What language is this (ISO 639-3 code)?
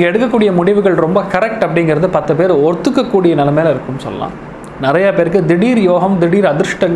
tam